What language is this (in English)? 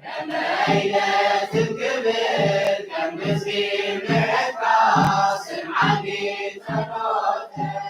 Tigrinya